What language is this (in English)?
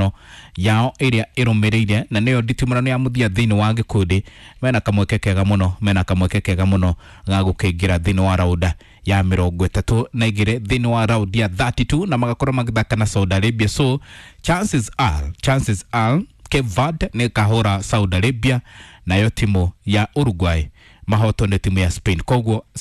Kikuyu